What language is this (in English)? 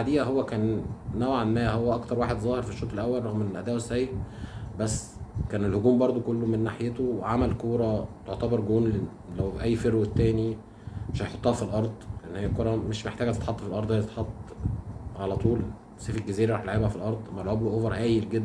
Egyptian Arabic